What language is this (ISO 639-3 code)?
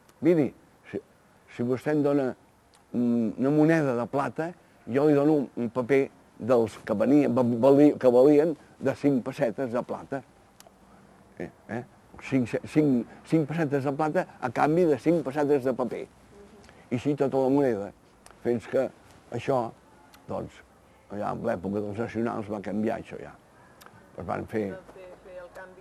cat